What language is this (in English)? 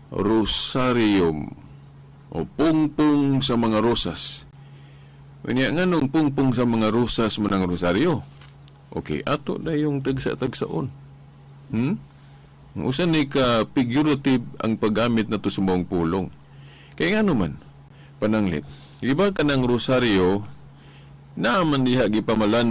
Cebuano